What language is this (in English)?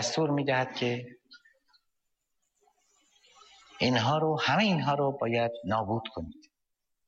Persian